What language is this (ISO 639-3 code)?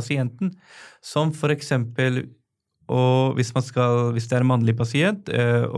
nor